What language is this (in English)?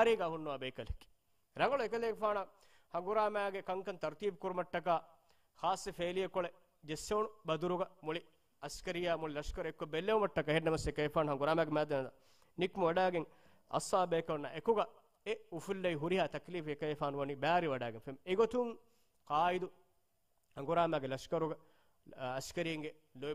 Divehi